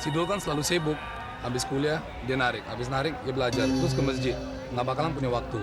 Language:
Betawi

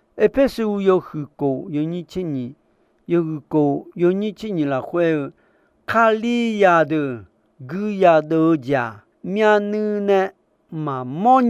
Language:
Akha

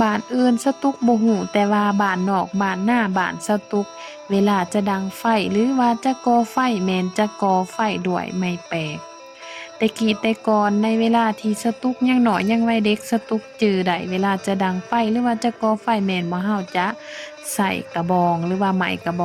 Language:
Lao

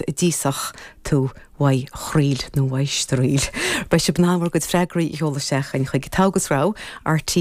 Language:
Irish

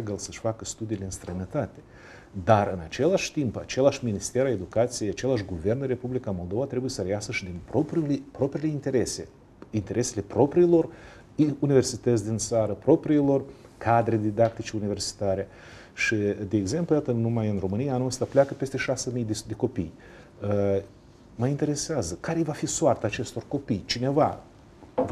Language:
Romanian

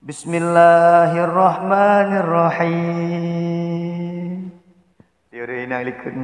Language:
Achinese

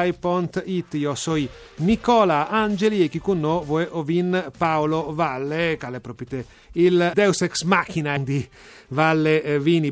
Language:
Friulian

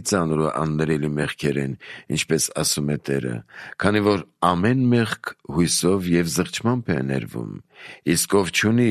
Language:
Armenian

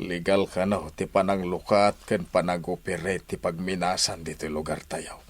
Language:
Iloko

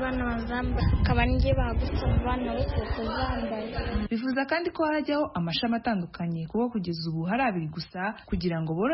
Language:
Kinyarwanda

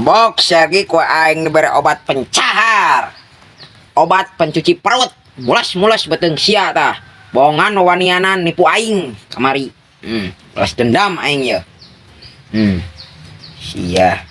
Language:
Sundanese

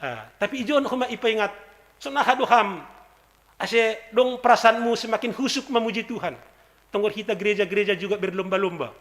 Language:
Batak Simalungun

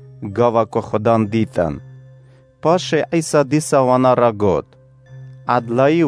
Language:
Kurdish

